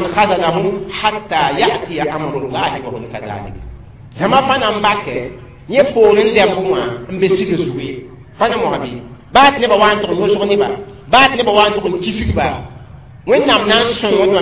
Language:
Mossi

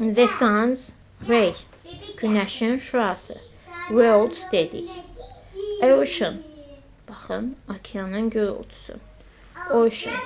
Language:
Azerbaijani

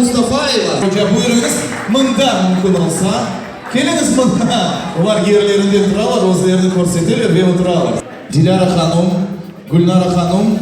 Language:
Crimean Tatar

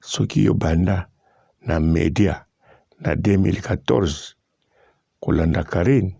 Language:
Lingala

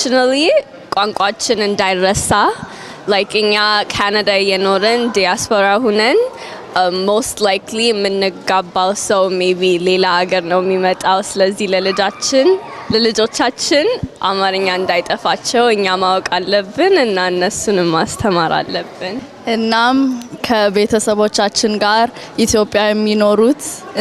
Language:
Amharic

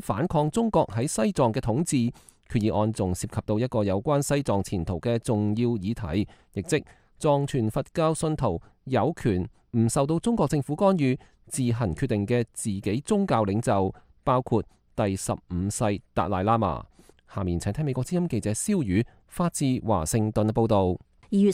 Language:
Cantonese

